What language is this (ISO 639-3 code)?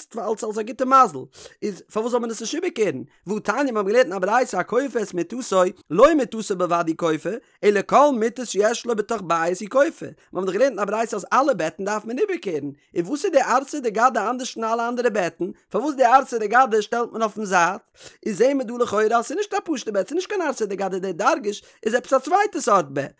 yid